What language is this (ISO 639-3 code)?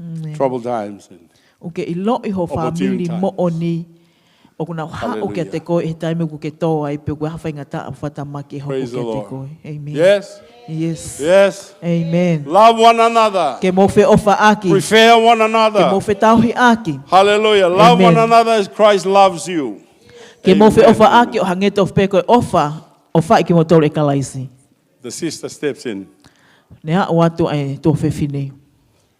ton